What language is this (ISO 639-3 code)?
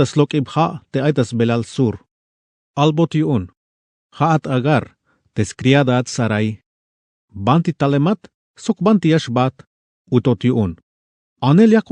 tzh